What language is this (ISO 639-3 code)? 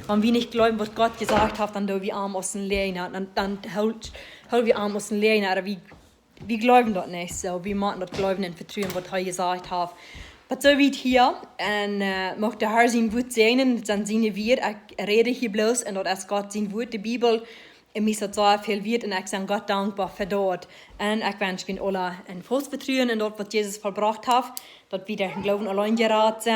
pdt